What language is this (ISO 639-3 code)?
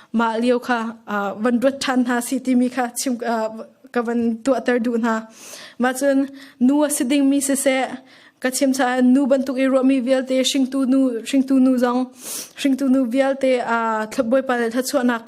cnh